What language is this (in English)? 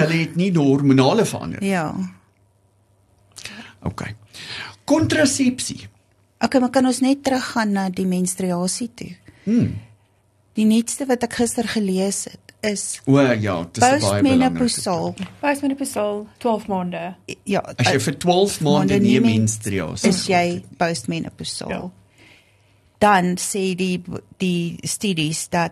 Afrikaans